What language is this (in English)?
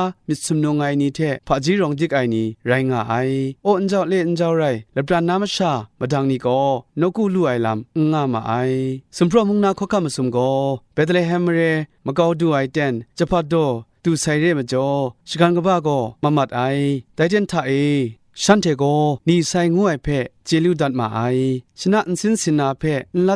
Kachin